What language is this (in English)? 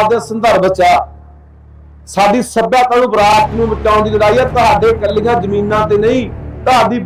Punjabi